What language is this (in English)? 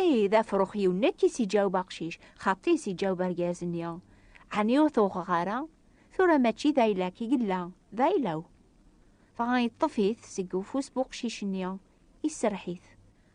Kabyle